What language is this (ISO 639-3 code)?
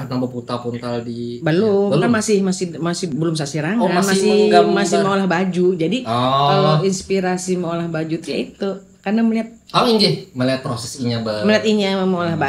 bjn